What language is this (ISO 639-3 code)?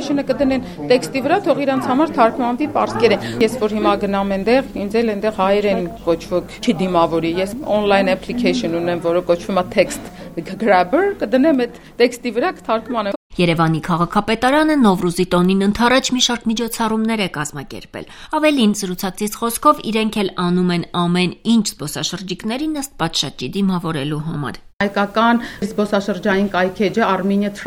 hye